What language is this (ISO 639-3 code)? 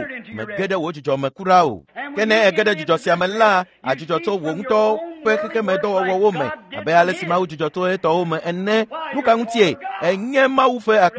ewe